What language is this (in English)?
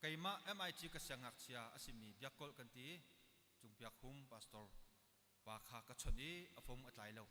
Hakha Chin